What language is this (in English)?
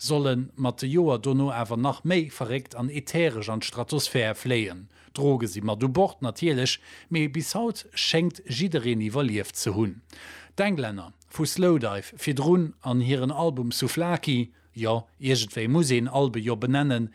Luxembourgish